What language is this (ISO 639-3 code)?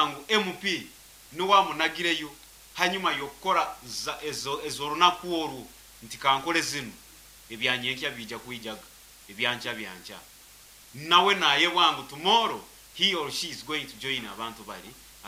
nyo